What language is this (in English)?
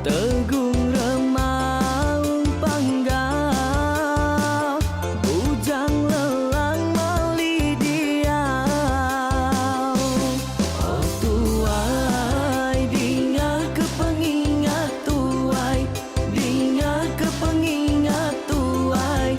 Iban